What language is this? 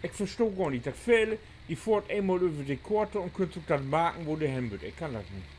Low German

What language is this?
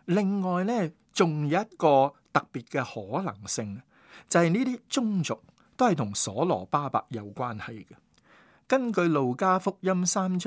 Cantonese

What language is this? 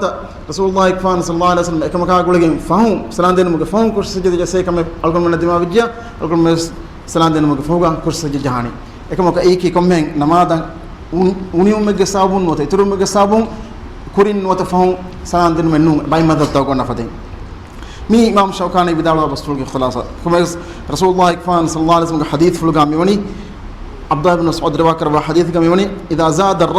Divehi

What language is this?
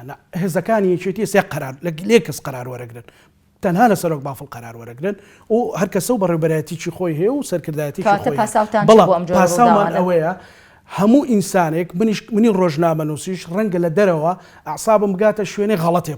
Central Kurdish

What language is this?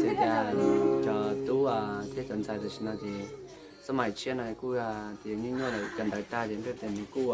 Hmong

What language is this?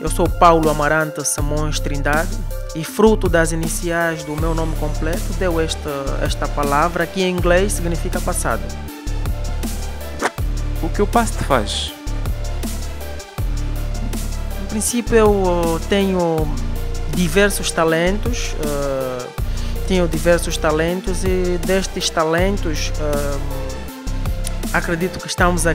Portuguese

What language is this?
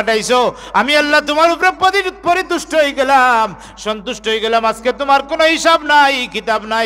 Sylheti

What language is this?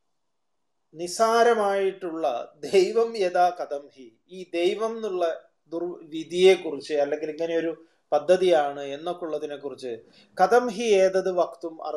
Malayalam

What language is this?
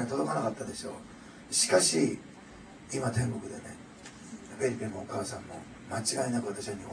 Japanese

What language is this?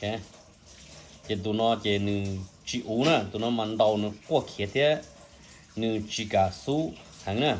Hmong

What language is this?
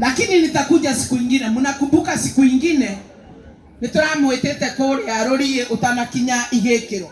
Kikuyu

